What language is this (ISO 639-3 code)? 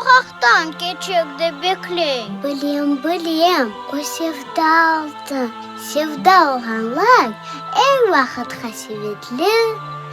crh